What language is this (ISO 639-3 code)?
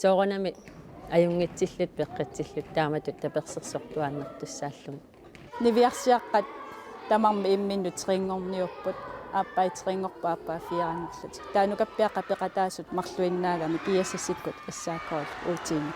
kal